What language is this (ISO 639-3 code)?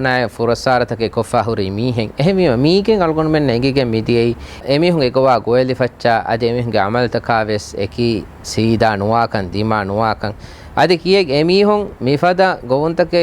div